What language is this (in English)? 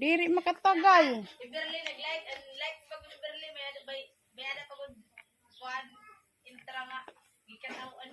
Waray